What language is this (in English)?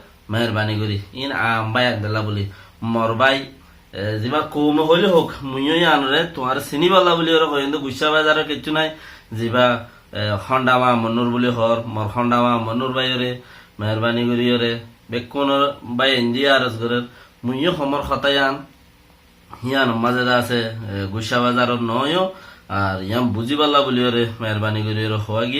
Rohingya